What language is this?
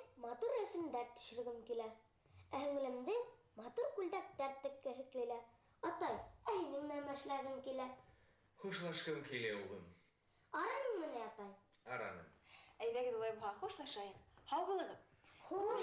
Bashkir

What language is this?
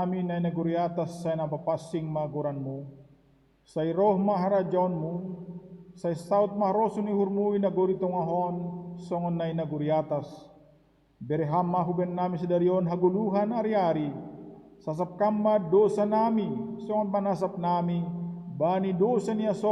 Batak Simalungun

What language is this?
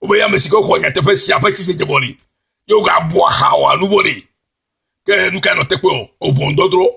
Ewe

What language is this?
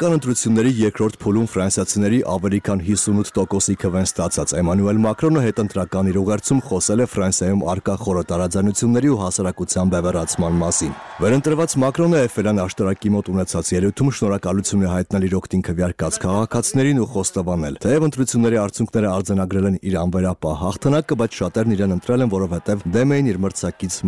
Armenian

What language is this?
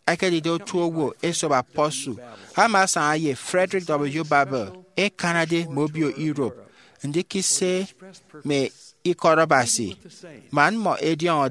Efik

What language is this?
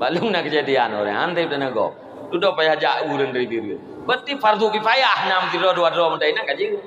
Achinese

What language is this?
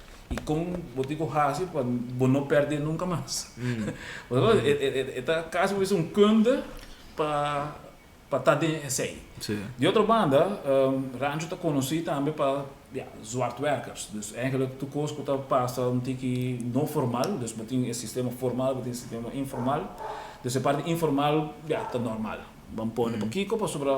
Papiamento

